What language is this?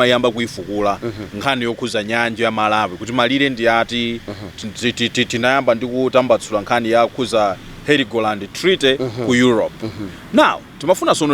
Nyanja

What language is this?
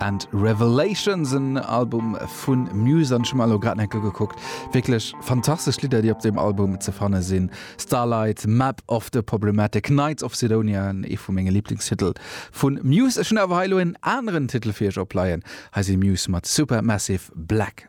Luxembourgish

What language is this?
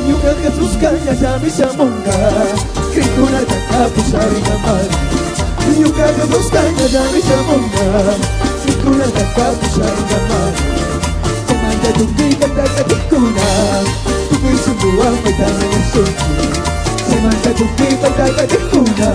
Chimborazo Highland Quichua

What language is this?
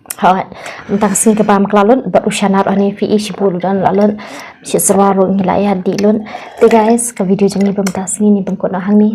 Khasi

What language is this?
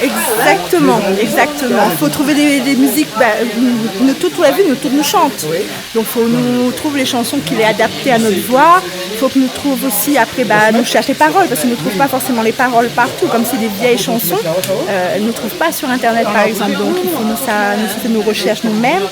Réunion Creole French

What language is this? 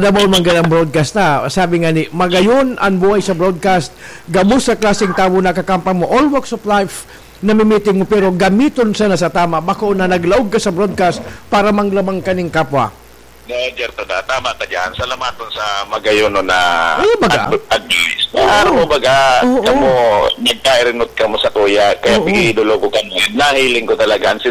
Bikol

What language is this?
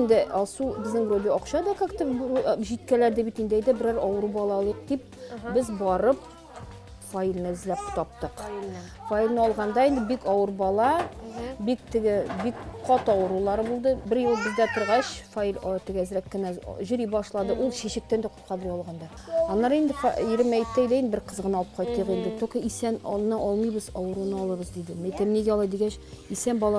Tatar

